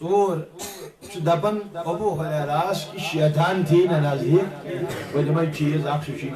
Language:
Kashmiri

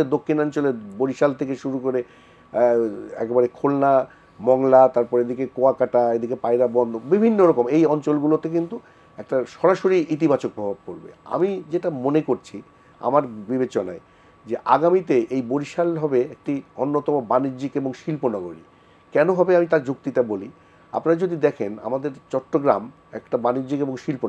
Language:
Bangla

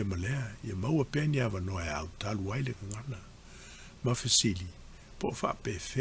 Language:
Samoan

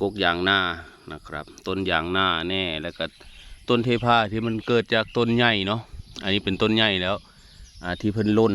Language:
Lao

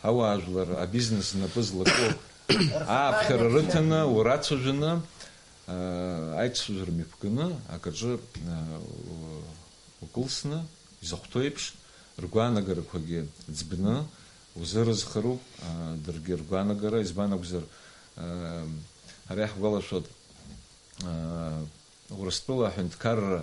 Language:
Abkhazian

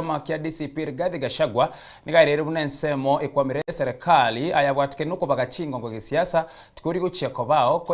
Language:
Gusii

